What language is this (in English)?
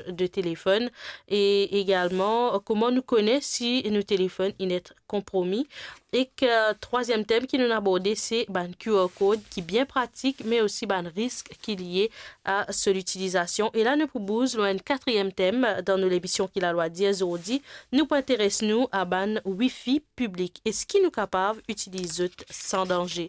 Morisyen